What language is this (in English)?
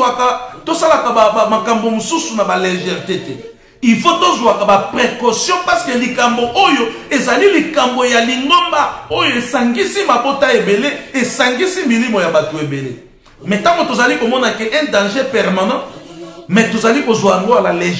Lingala